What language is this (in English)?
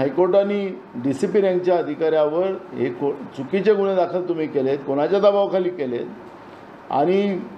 Marathi